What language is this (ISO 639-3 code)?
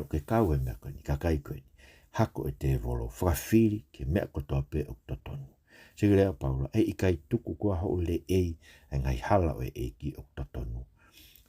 ton